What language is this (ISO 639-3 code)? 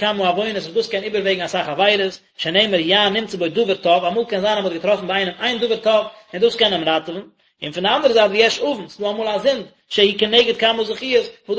yid